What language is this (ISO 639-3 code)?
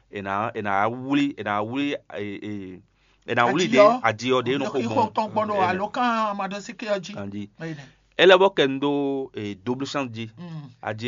fon